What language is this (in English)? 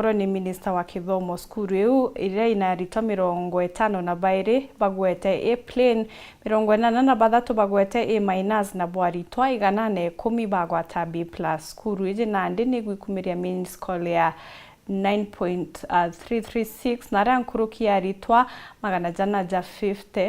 Meru